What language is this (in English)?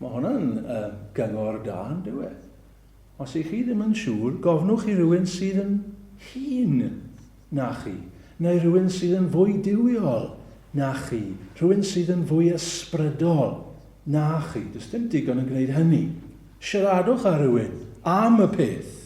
Welsh